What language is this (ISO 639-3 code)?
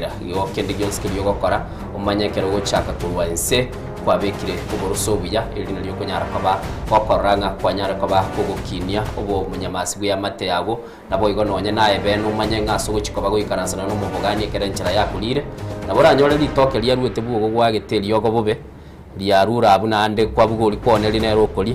guz